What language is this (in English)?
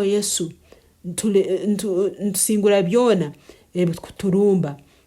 Nyankole